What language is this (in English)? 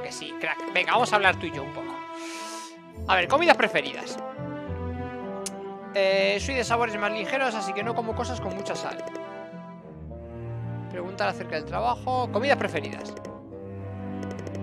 Spanish